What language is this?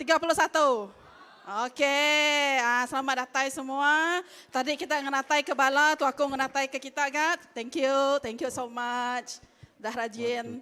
Iban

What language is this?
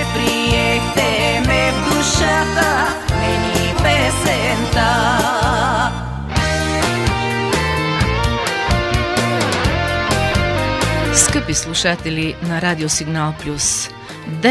Bulgarian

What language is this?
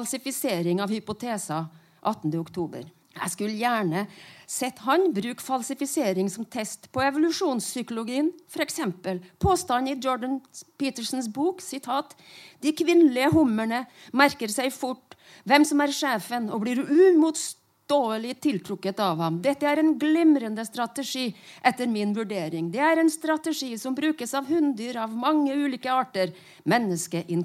Norwegian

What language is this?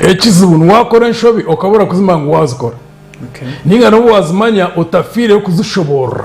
Nyankole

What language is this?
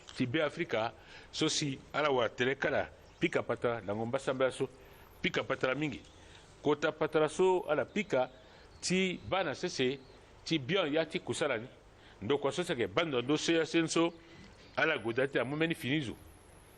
Sango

